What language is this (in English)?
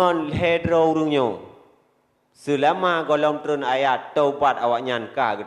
Achinese